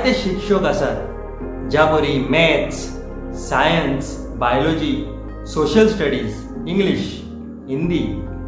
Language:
Konkani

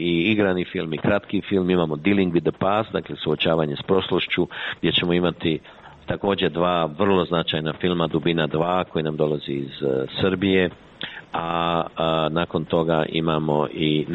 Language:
Croatian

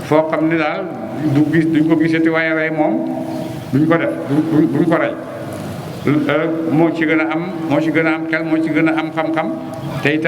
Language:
Wolof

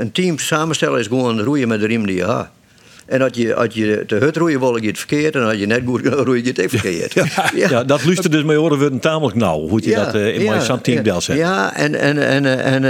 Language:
Western Frisian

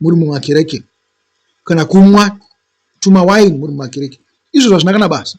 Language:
Shona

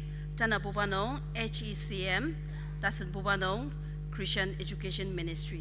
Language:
Ao Naga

